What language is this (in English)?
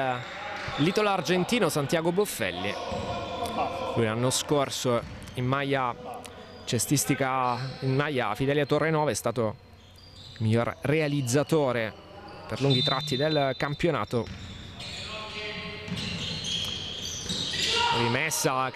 Italian